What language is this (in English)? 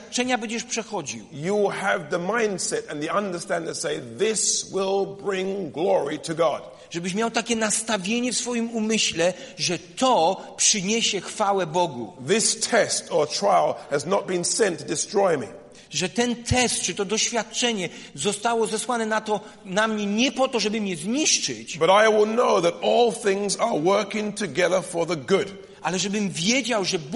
Polish